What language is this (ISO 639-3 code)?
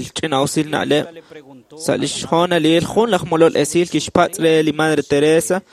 kek